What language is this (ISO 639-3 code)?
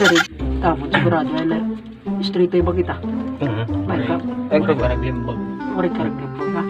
war